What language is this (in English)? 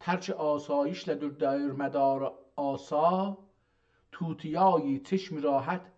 South Azerbaijani